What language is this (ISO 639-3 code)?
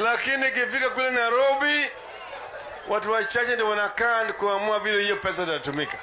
swa